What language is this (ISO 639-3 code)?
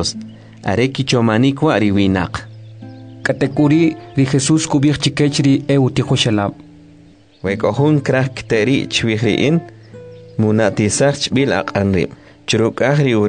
quc